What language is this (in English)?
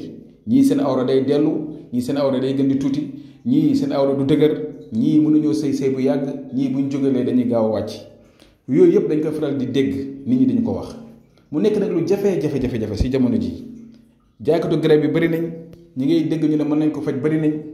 Wolof